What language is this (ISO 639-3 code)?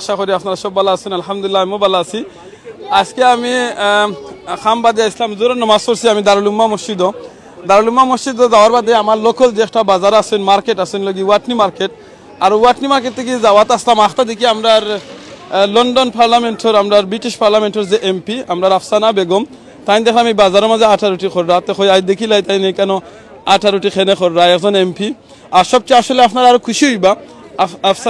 syl